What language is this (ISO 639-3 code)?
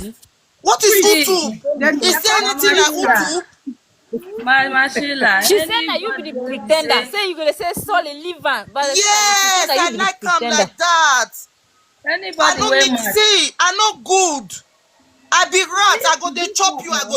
pcm